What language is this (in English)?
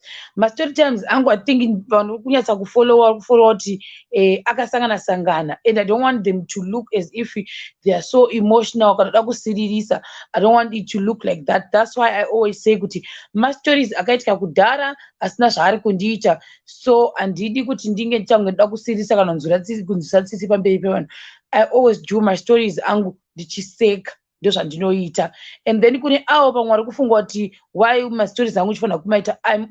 Shona